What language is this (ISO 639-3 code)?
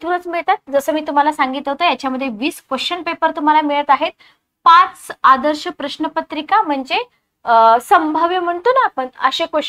mar